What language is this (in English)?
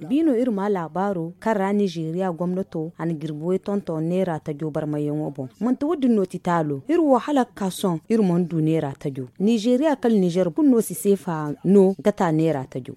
Zarma